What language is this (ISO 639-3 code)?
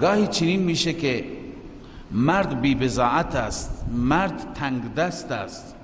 fas